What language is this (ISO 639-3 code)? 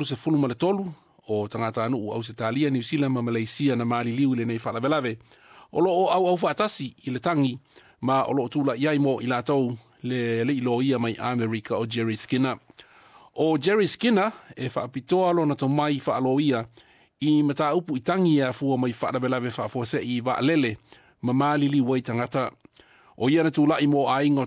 smo